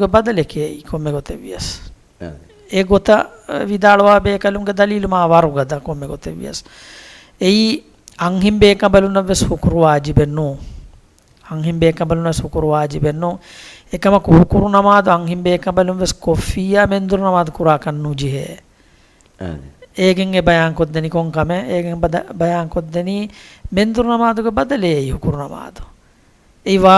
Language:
Divehi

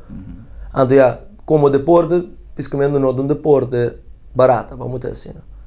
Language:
Papiamento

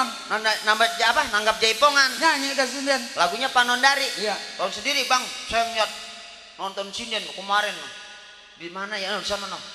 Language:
Betawi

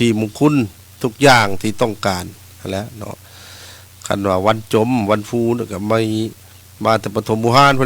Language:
Lao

